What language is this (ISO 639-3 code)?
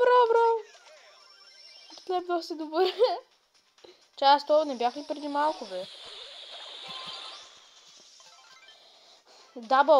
bul